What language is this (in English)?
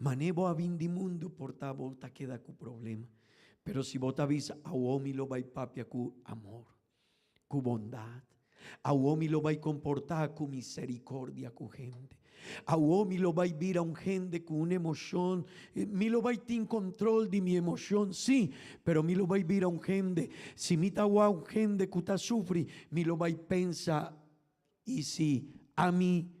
Papiamento